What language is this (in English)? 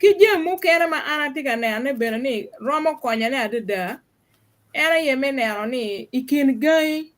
Acoli